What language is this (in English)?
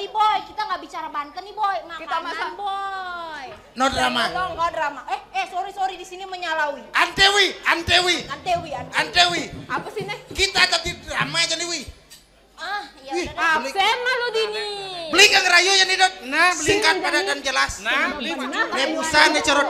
Balinese